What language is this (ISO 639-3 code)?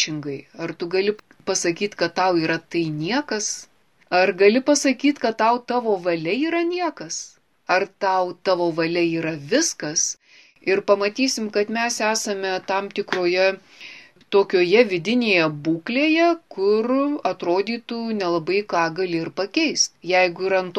lit